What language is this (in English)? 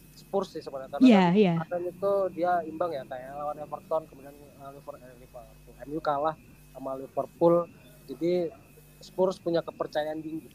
Indonesian